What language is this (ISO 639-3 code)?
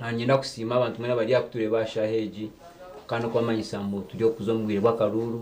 nyn